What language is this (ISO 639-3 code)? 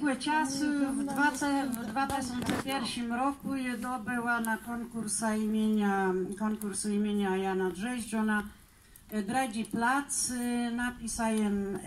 csb